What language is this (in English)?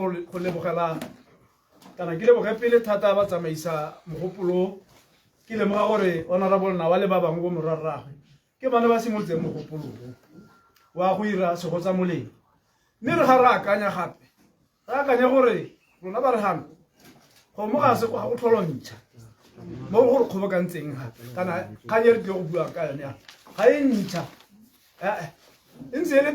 Tswana